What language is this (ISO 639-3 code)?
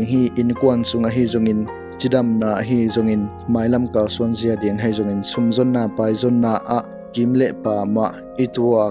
ctd